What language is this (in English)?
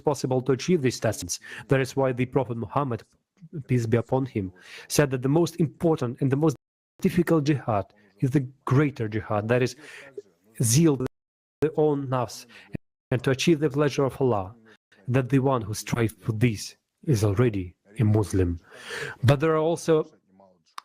Nyanja